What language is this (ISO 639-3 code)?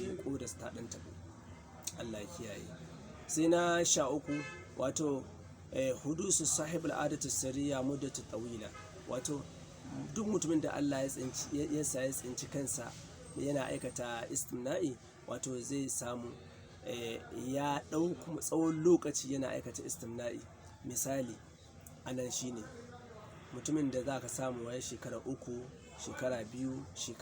hau